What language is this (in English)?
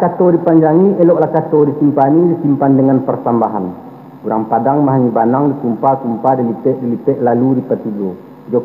Minangkabau